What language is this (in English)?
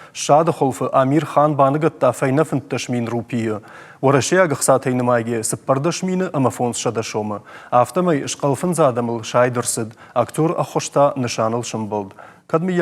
Ossetic